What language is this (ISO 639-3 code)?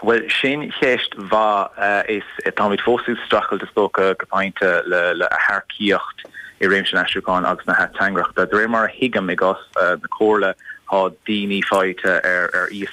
gle